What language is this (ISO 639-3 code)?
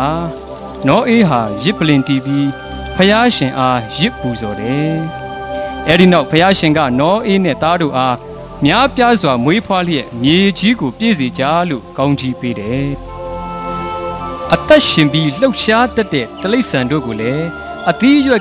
mya